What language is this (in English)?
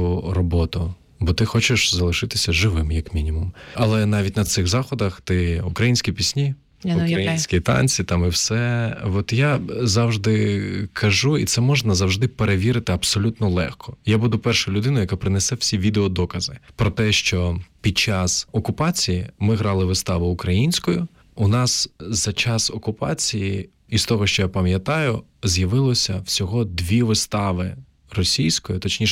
Ukrainian